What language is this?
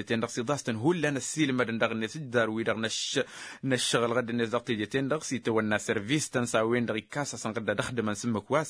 Tamasheq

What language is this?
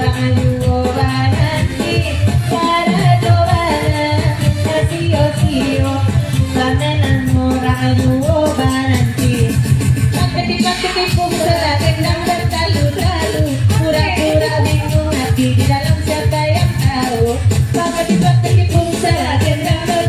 Minangkabau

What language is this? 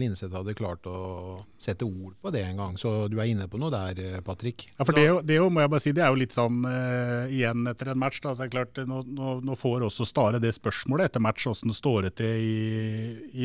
Norwegian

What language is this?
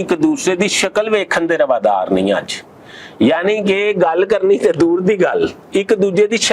Western Panjabi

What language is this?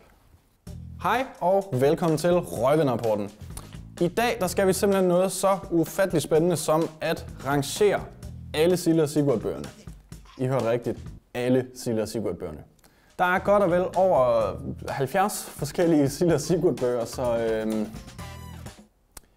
Danish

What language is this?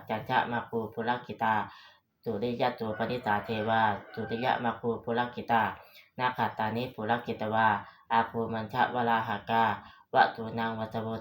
Pali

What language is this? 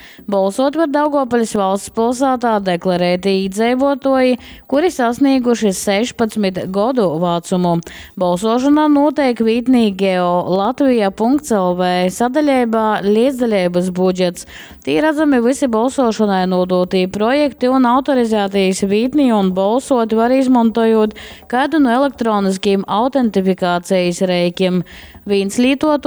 Latgalian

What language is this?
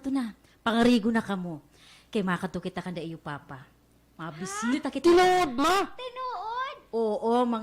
Waray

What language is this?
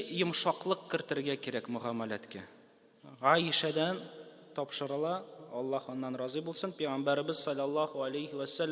Tatar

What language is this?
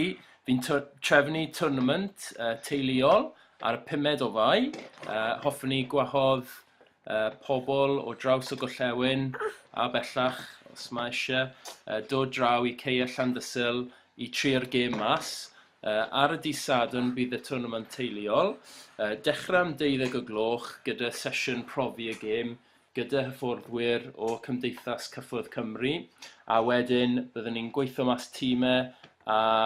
Welsh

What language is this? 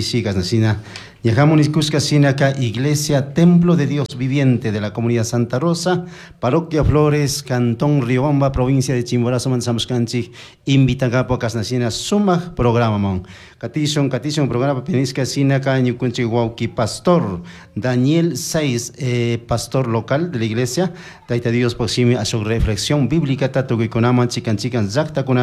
Chimborazo Highland Quichua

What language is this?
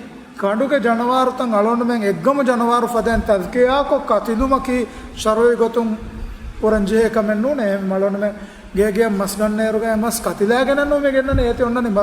Divehi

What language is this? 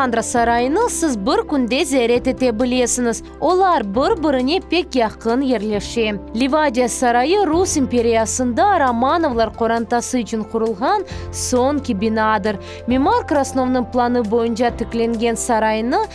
Crimean Tatar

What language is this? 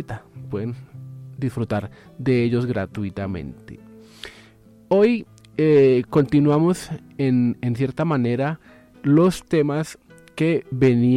Spanish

